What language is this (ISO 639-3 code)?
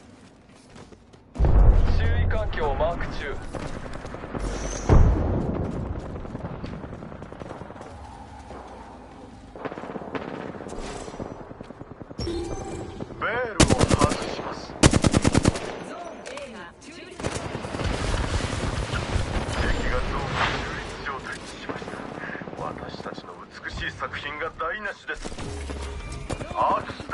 jpn